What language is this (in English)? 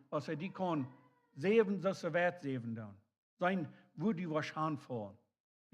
Plautdietsch